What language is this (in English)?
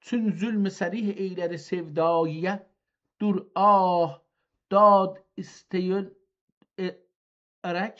South Azerbaijani